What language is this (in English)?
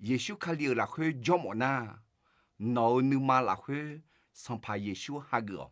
Akha